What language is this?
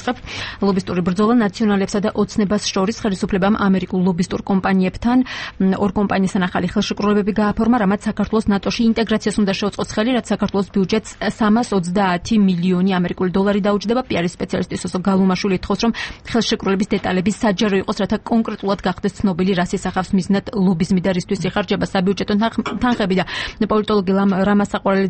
Georgian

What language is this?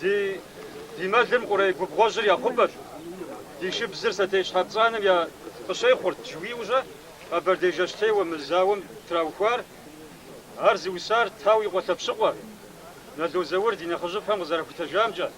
Kabardian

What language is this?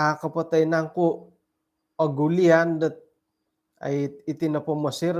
Central Dusun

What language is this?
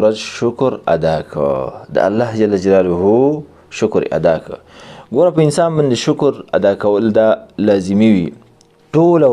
Pashto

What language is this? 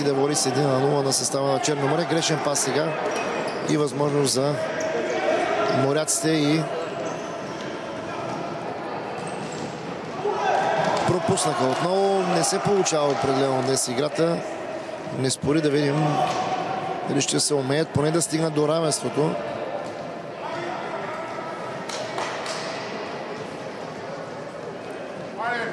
Bulgarian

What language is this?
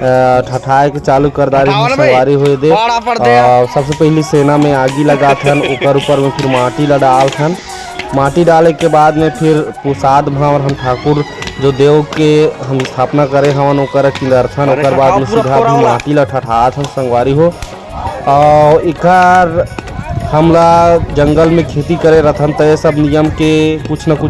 Chhattisgarhi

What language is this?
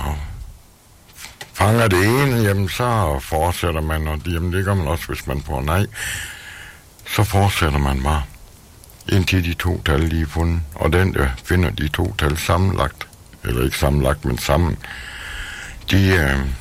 Danish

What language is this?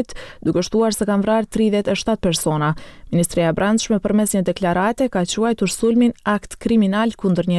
Albanian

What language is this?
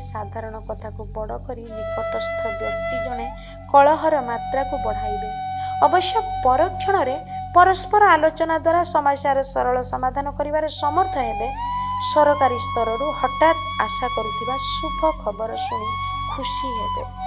Odia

